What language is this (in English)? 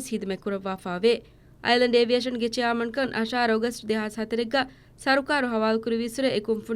Divehi